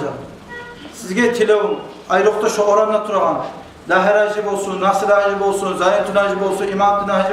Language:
Kumyk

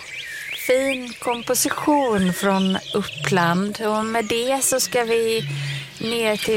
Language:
Swedish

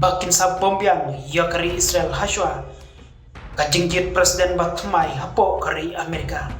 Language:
Khasi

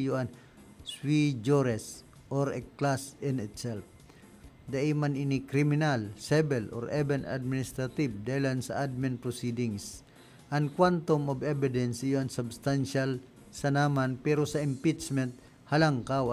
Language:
Bikol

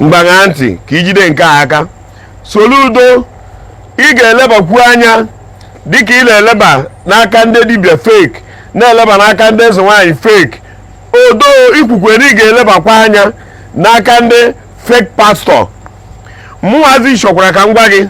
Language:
Igbo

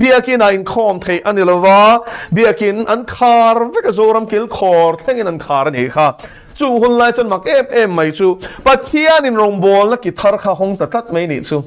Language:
Mizo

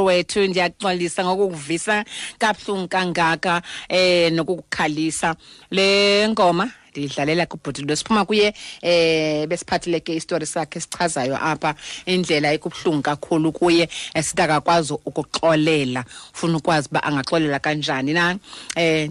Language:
Xhosa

